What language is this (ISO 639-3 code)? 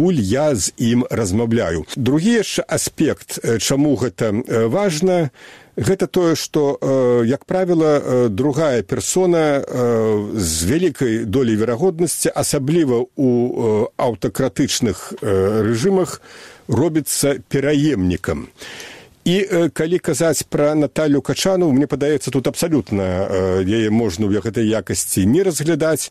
bel